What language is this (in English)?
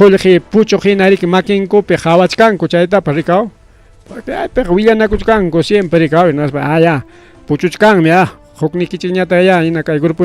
Ayacucho Quechua